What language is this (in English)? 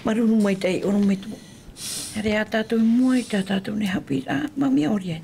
Tahitian